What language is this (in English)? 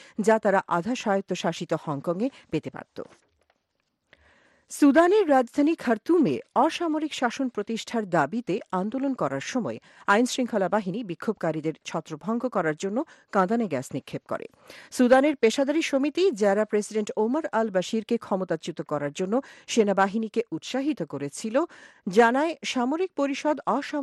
Bangla